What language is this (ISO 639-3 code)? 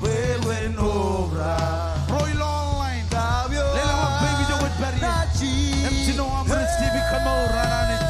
mah